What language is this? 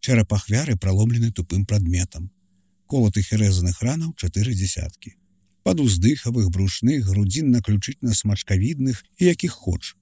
Belarusian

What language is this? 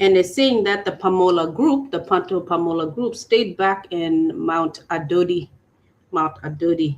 Acoli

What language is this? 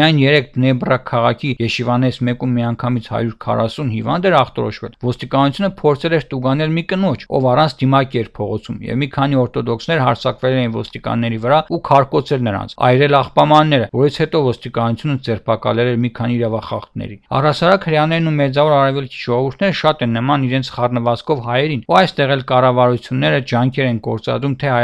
Armenian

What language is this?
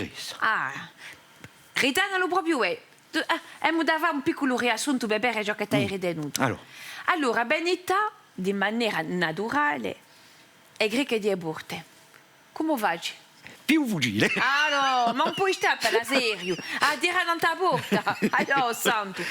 Corsican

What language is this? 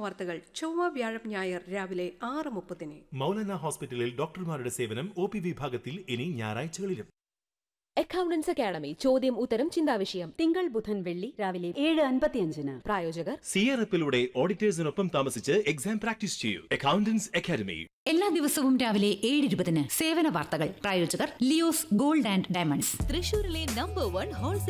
Malayalam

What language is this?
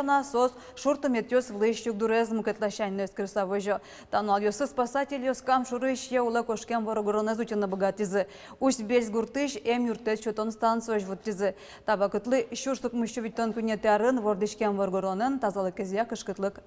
Udmurt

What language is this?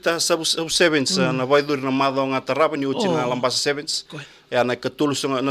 Fijian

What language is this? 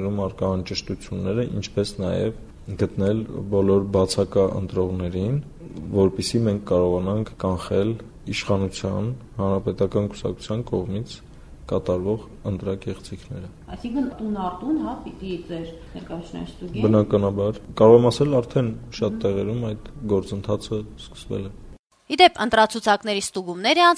Armenian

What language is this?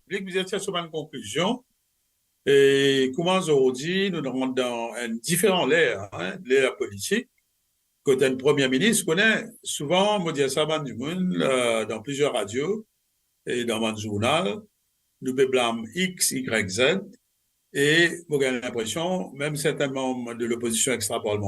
Morisyen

